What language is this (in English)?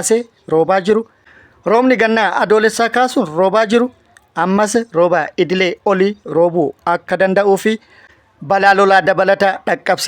Oromo